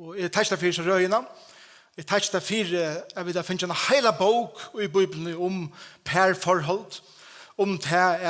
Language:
Faroese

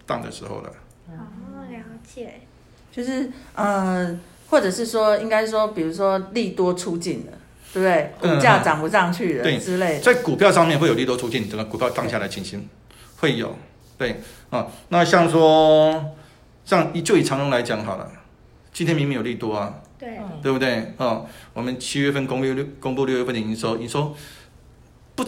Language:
Chinese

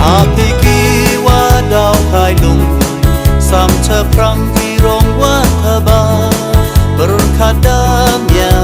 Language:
Khasi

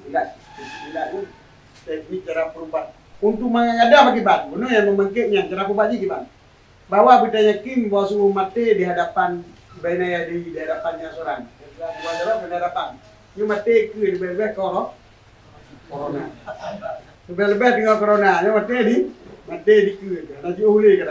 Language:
Achinese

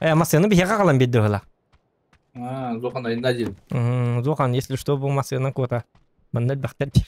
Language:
Yakut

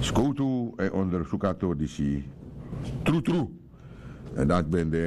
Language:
Sranan Tongo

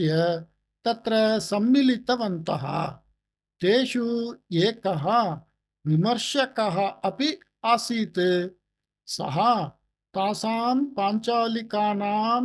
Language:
Sanskrit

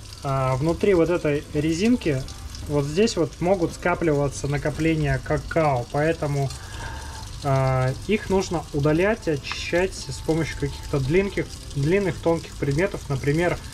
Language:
Russian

